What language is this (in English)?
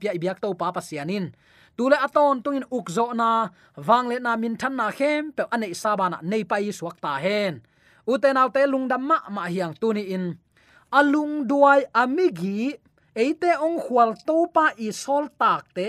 Tedim Chin